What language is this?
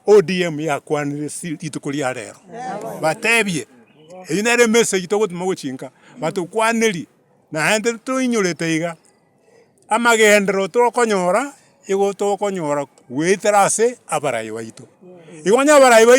Gusii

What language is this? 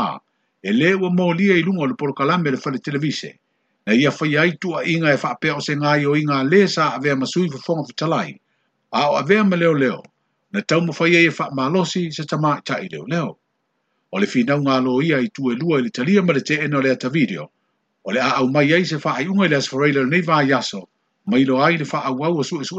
Samoan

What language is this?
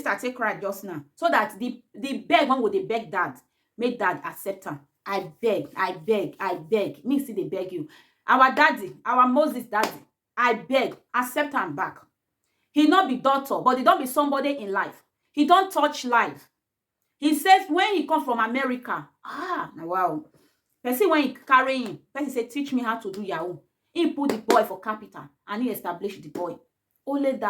Nigerian Pidgin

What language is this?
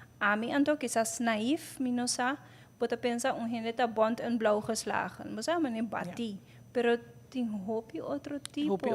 Papiamento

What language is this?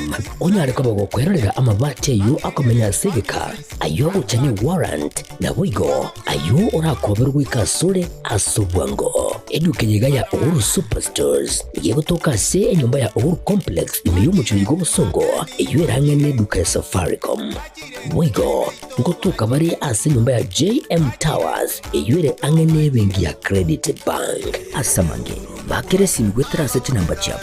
Gusii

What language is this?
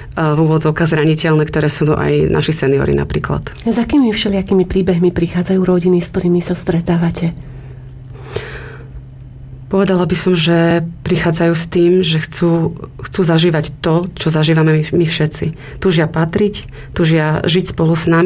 Slovak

